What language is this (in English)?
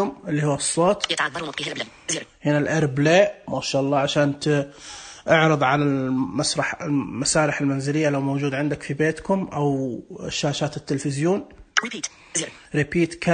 Najdi Arabic